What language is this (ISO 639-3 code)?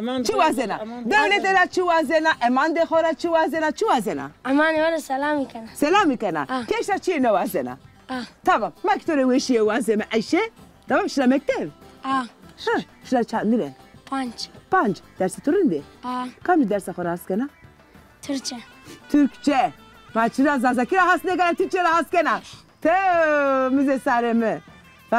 zza